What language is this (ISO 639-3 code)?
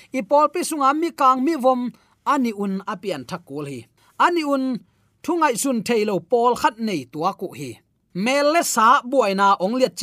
ctd